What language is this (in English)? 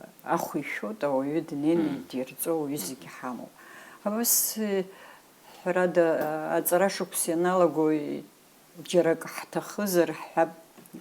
Abkhazian